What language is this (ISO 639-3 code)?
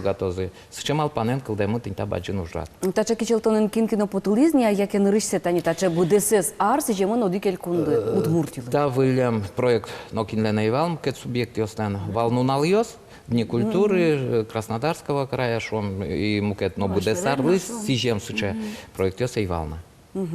udm